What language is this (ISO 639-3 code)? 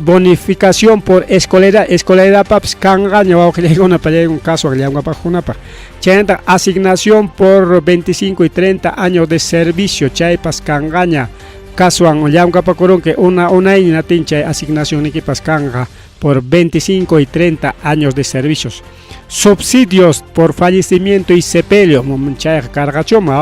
quy